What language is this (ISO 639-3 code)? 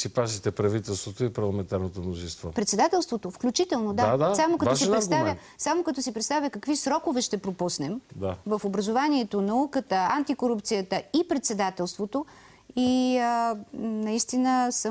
bul